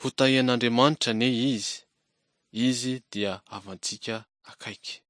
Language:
Malagasy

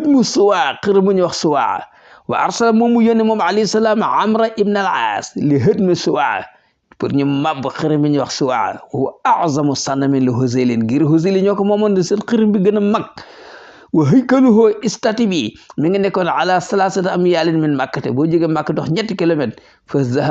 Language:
Wolof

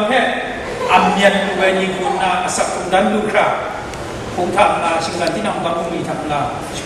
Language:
Kachin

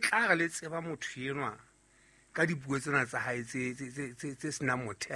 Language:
Southern Sotho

